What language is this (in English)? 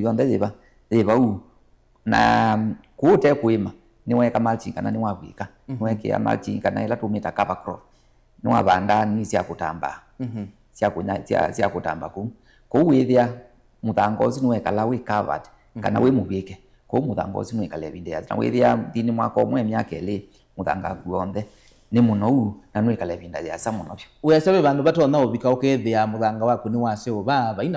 Kamba